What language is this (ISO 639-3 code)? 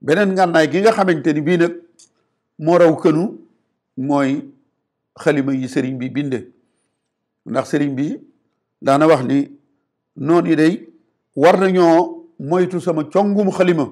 wol